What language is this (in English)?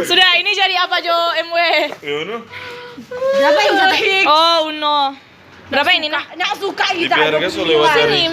Manado Malay